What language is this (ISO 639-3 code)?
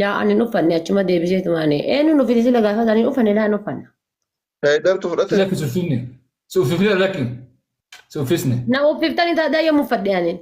orm